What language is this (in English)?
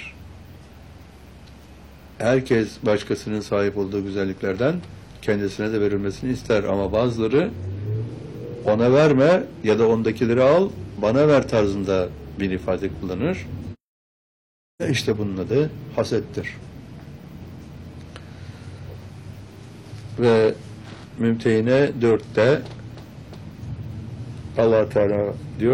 Turkish